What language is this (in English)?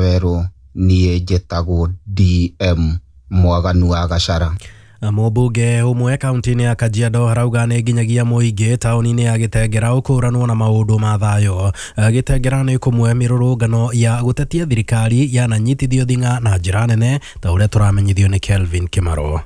Kikuyu